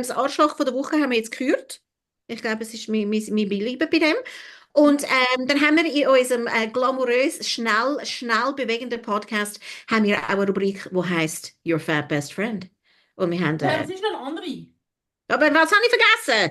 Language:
Swiss German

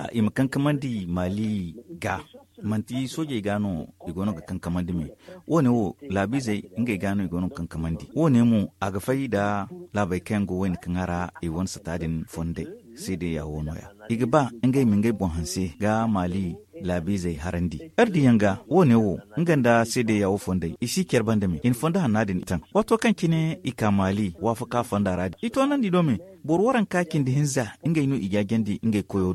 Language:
Zarma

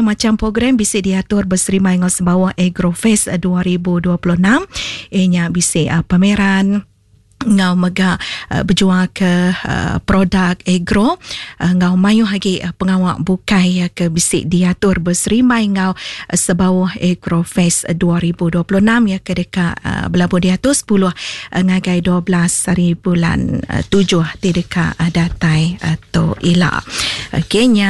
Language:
Iban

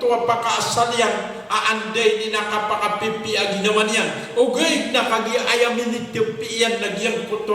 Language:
Maranao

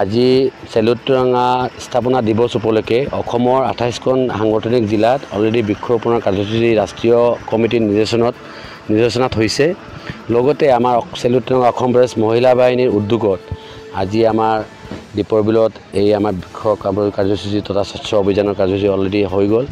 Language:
Assamese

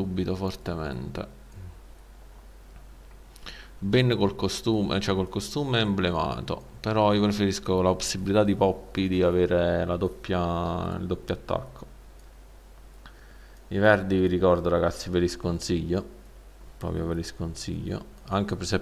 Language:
Italian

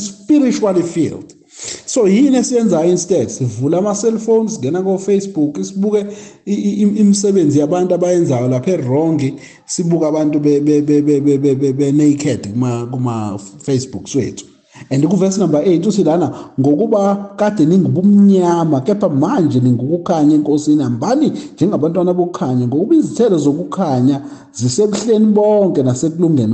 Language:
Zulu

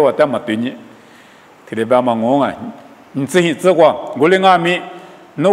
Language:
Lisu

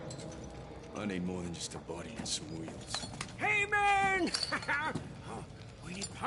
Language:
English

